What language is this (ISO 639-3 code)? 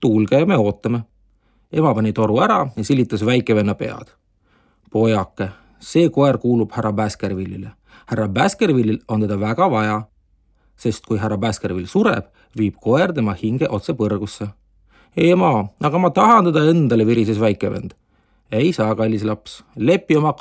est